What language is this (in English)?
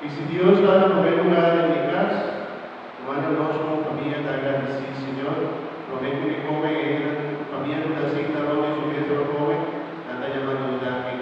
Papiamento